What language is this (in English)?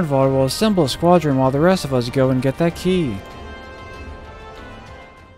English